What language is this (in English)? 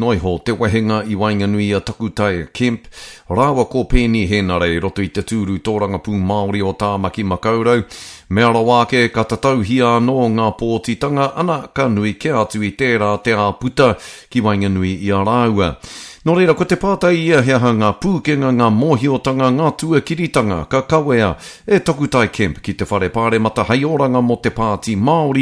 Māori